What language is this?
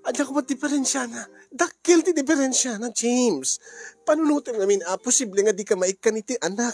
Iloko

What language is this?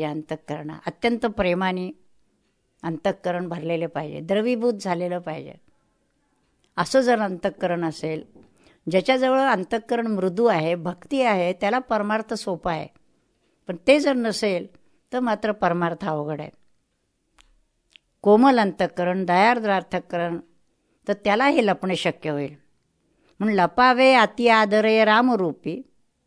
Marathi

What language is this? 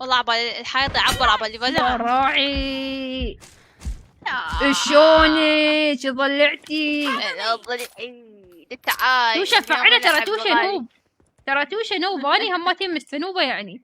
Mesopotamian Arabic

